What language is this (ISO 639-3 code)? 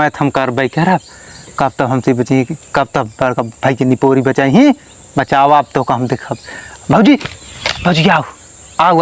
awa